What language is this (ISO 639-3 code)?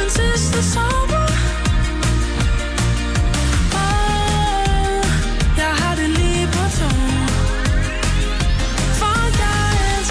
dan